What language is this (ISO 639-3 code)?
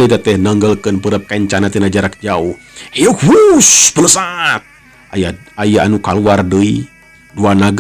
sun